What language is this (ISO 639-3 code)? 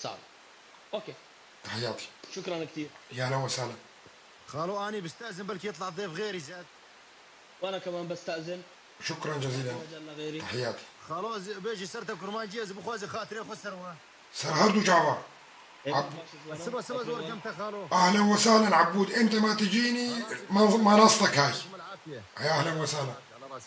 apc